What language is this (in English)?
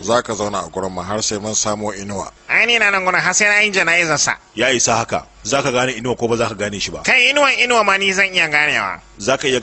Hausa